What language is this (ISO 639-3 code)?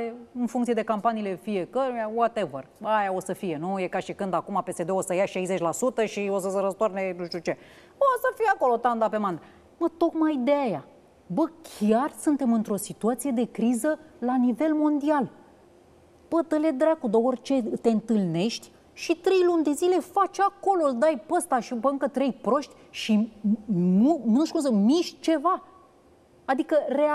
ron